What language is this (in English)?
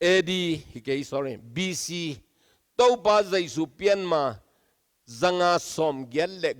Tedim Chin